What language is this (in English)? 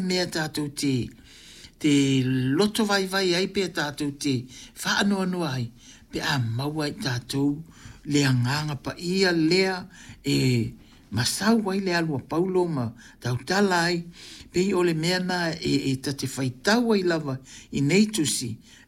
Samoan